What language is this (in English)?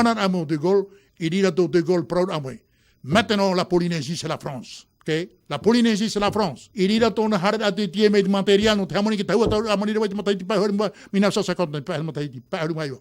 Tahitian